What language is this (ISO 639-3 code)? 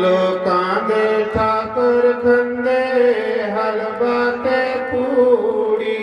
doi